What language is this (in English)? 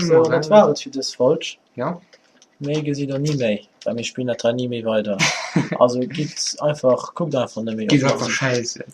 Luxembourgish